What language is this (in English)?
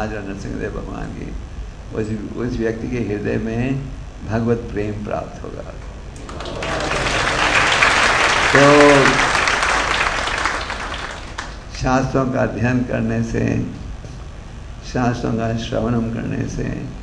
Hindi